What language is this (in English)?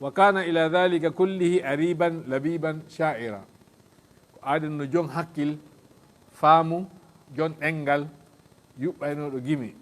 Fula